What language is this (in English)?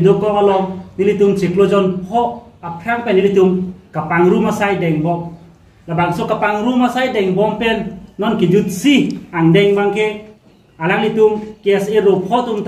Karbi